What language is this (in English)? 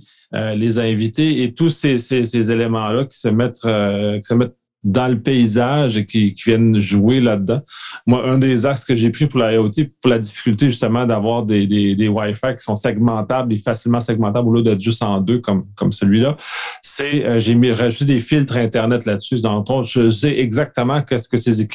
French